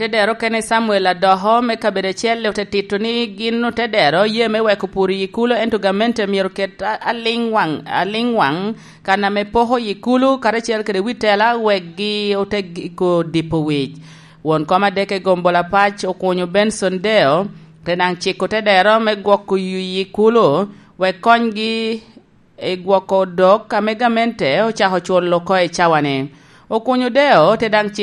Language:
Lango (Uganda)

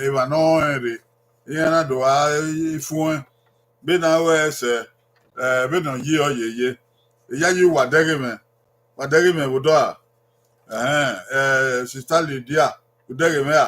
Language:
Bini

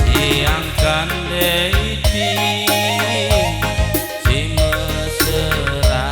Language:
Batak Karo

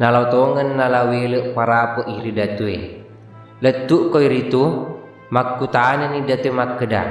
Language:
Buginese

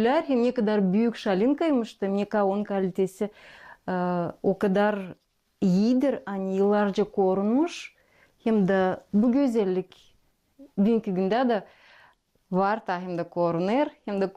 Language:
Gagauz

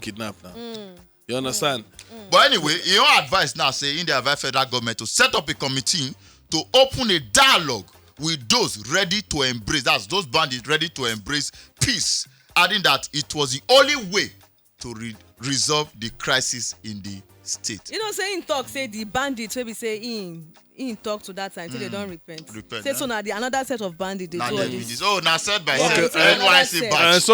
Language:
Nigerian Pidgin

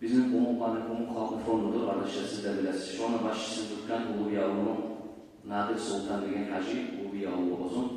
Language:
Kumyk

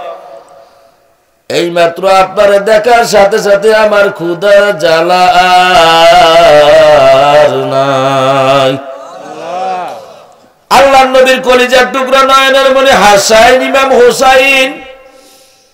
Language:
Bangla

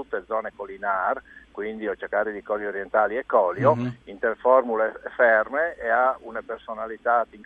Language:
Friulian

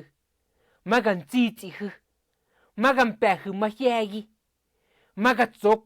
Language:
Mezquital Otomi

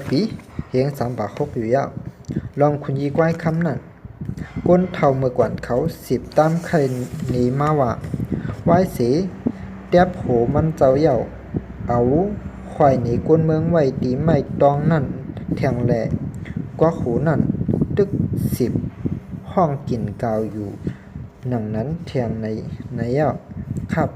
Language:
Shan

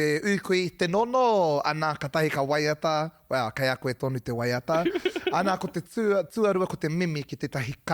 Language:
Māori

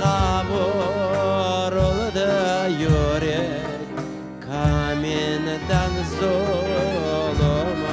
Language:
Crimean Tatar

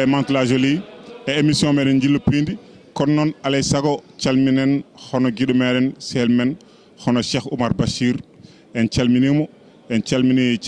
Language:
Fula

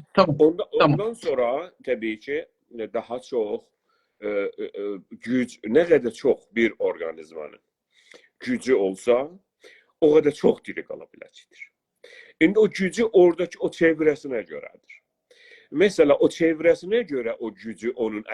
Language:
South Azerbaijani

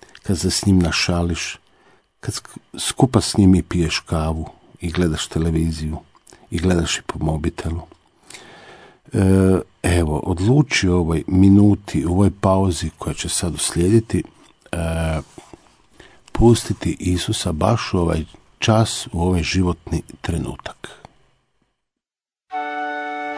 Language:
Croatian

